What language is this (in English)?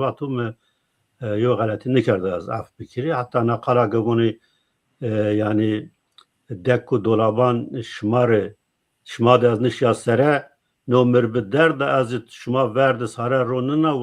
Zaza